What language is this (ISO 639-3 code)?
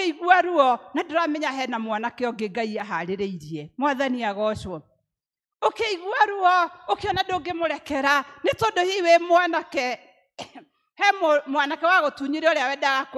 kik